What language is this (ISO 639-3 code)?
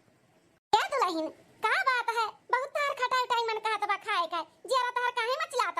awa